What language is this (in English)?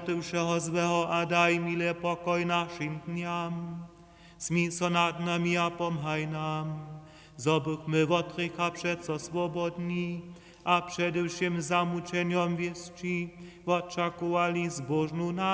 Upper Sorbian